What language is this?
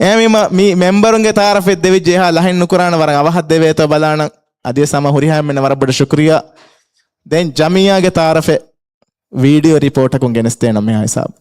Divehi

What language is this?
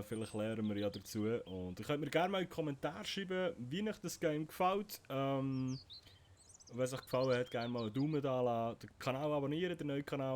Swiss German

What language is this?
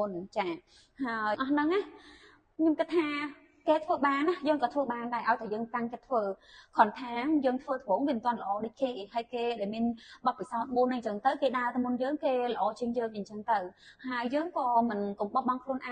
Khmer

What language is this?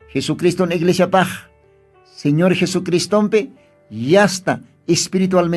Aymara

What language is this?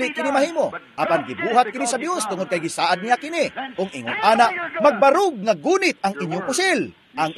Cebuano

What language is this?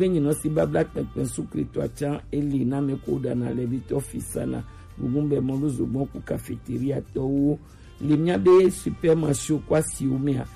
Gen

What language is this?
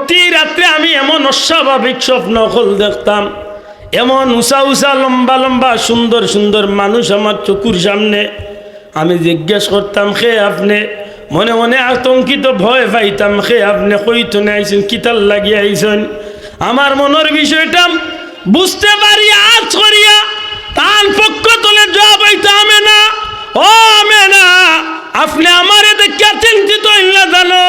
Sylheti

